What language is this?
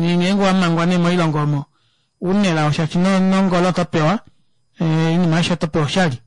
Kuanyama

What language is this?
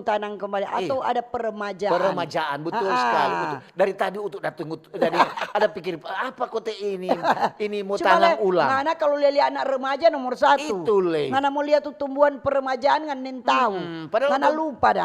Manado Malay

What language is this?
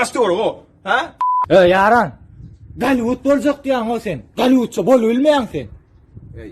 Turkmen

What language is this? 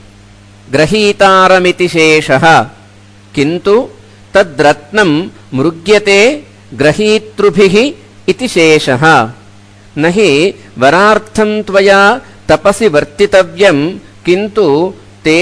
Sanskrit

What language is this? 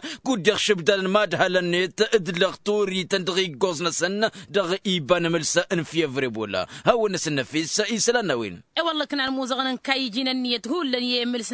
Tamasheq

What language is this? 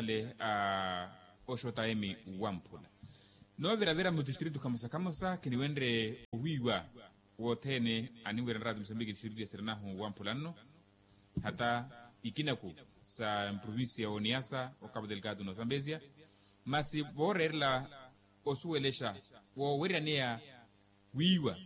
Makhuwa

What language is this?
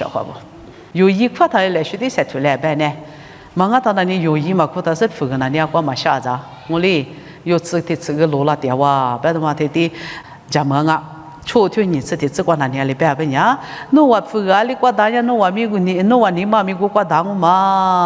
Lisu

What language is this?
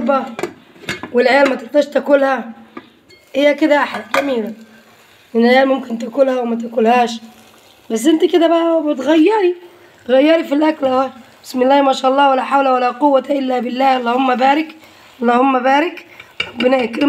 Egyptian Arabic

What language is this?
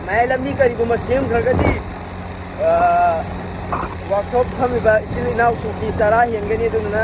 Manipuri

